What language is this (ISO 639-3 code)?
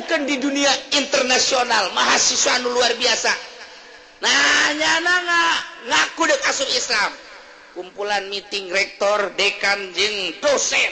sun